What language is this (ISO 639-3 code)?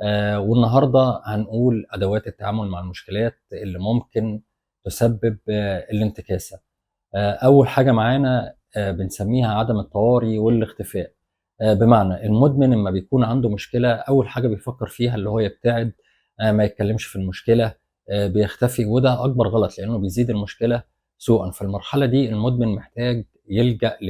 arz